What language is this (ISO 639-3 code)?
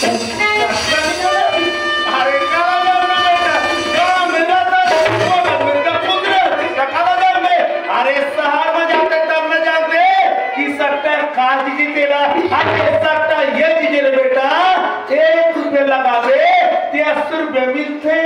hne